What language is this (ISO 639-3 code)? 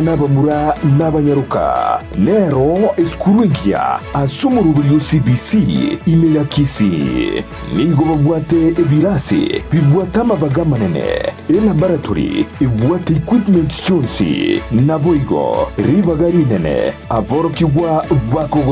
guz